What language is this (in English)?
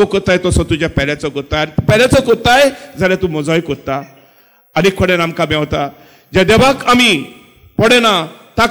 Konkani